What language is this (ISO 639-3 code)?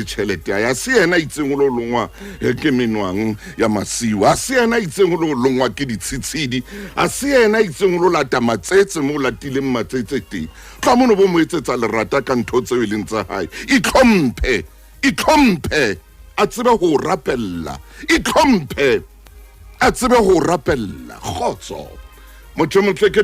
sot